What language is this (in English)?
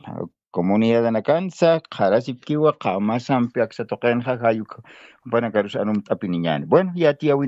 Aymara